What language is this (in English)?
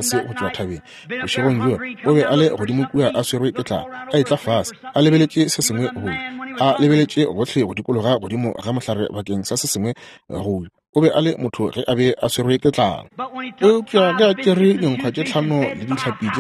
Northern Sotho